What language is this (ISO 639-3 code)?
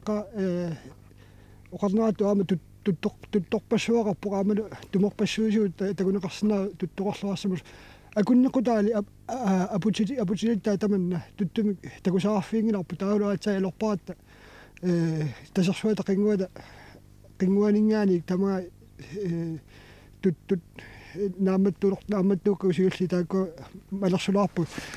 kal